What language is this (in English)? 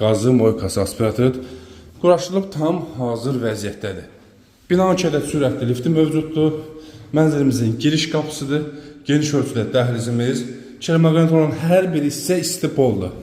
Azerbaijani